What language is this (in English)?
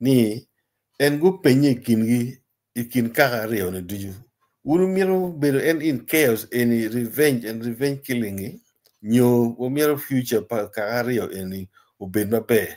Acoli